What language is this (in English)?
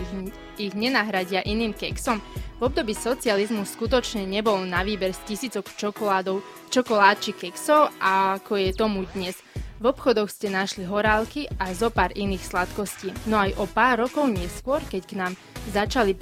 Slovak